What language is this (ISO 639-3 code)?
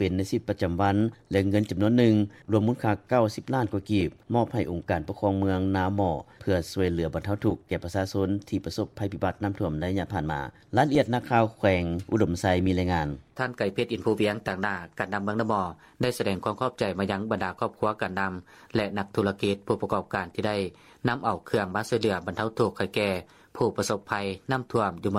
lao